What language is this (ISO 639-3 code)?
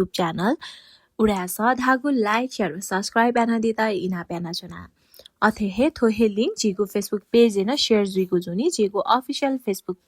new